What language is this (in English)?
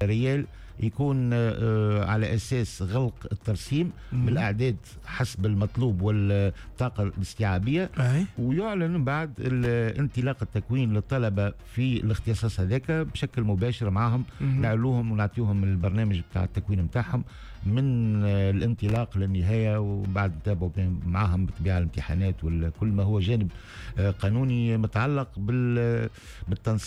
Tunisian Arabic